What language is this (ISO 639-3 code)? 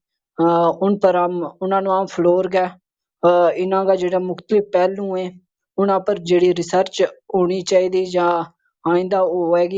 gju